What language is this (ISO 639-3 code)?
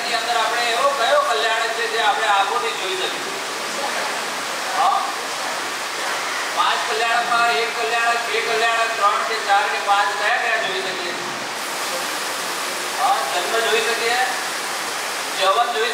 guj